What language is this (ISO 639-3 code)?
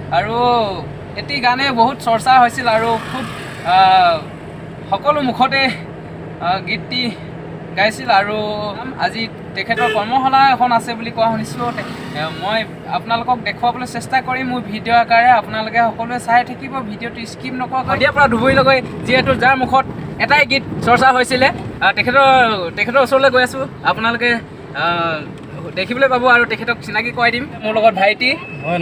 asm